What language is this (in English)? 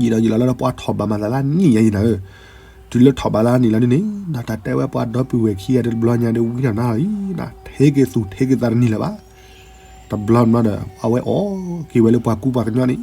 S'gaw Karen